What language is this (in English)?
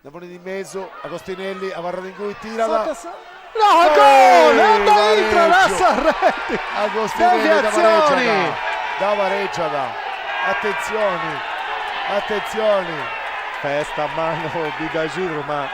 Sardinian